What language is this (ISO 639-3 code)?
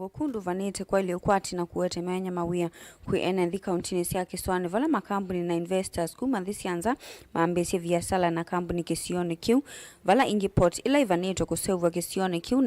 kam